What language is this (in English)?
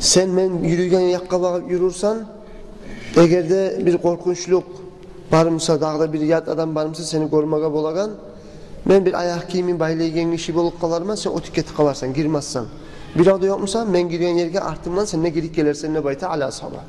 Kumyk